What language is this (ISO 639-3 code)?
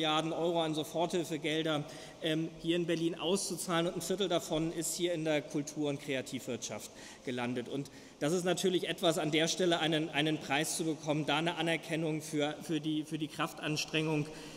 deu